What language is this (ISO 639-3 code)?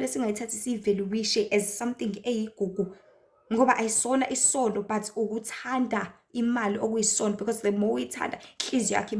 zul